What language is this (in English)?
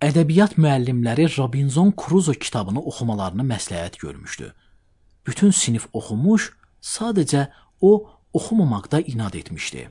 Azerbaijani